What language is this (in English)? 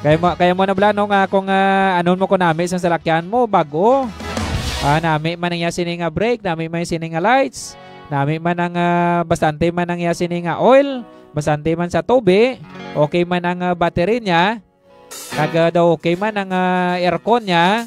Hiligaynon